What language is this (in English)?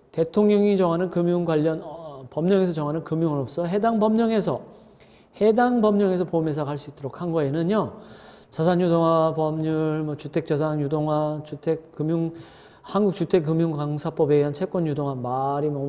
Korean